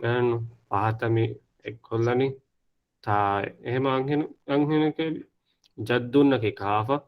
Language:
Divehi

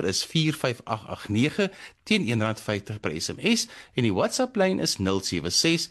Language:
Afrikaans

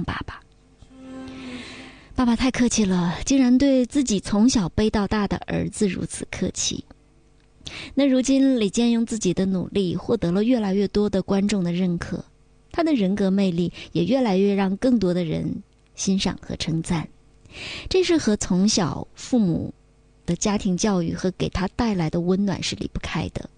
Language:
Chinese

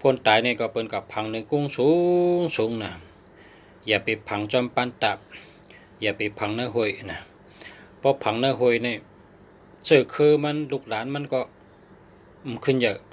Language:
Shan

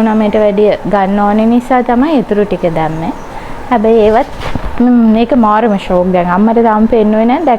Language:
Sinhala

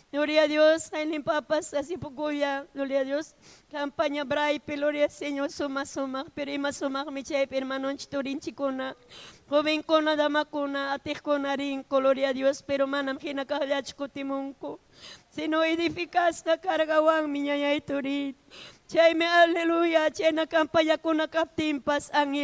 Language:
Ayacucho Quechua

